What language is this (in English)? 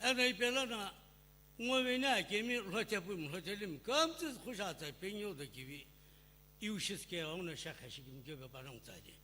Sumi Naga